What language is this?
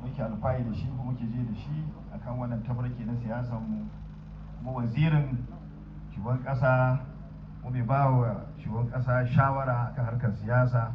Hausa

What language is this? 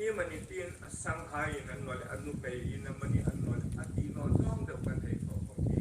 Hmar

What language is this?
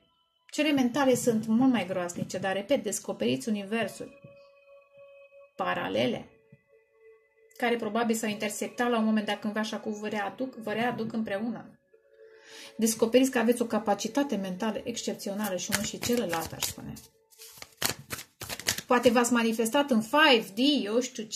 Romanian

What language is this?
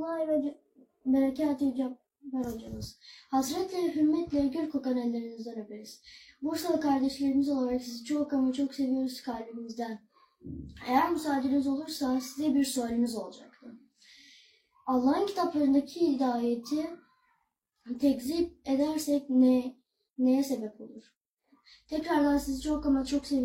Turkish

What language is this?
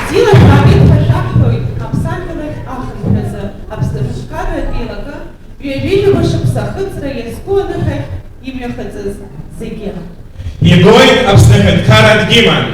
Abkhazian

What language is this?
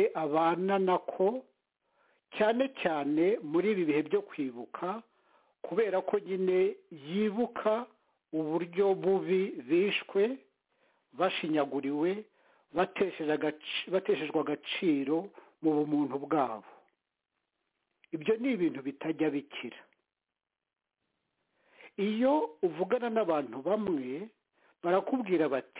Kinyarwanda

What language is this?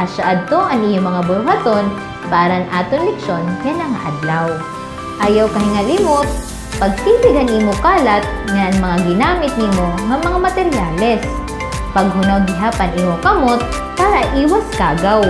Waray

